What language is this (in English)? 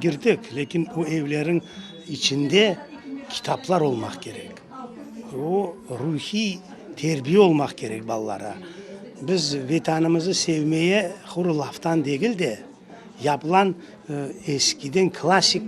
Crimean Tatar